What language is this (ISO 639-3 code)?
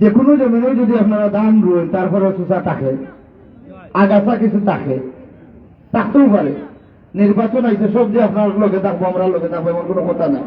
syl